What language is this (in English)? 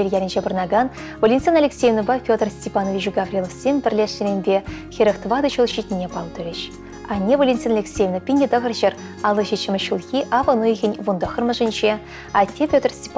Chuvash